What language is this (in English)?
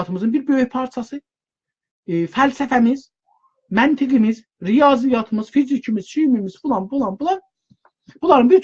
South Azerbaijani